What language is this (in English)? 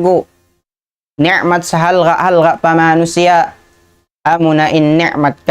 Tausug